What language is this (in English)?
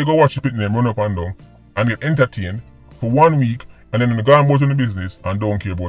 Jamaican Creole English